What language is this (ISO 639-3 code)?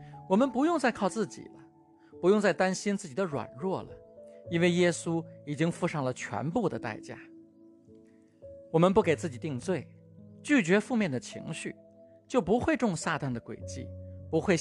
zho